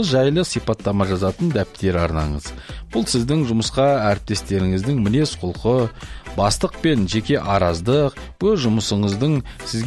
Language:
Kazakh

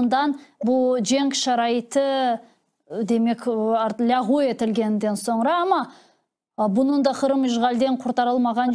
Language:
Crimean Tatar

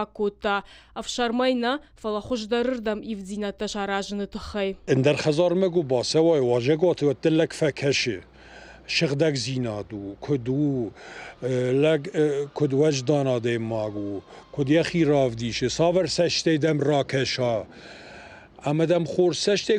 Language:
Ossetic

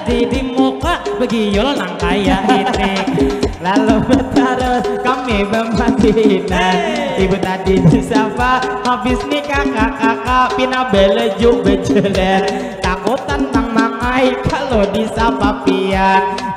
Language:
Banjar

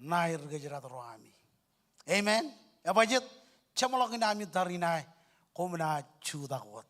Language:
Marshallese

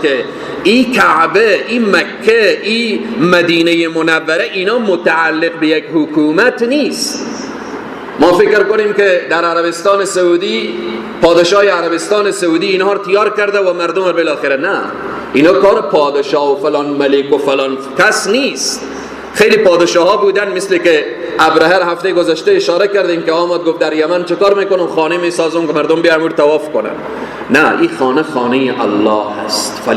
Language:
Persian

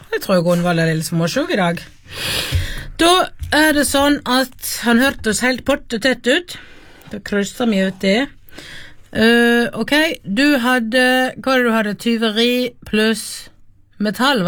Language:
Norwegian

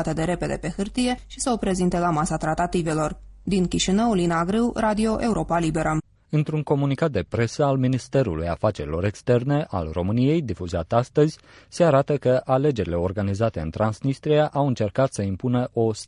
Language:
Romanian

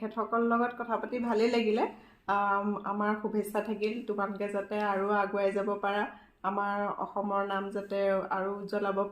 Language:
Assamese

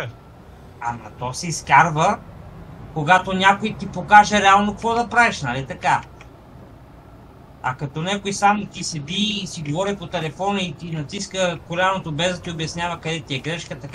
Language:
Bulgarian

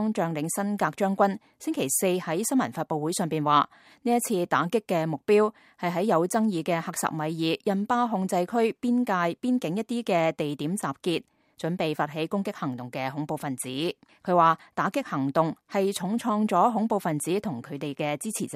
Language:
Cantonese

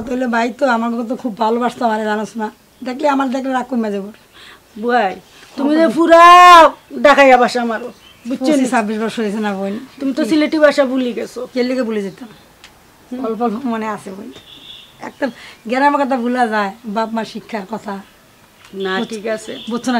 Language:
Sylheti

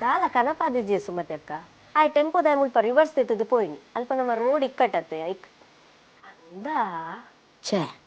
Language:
Tulu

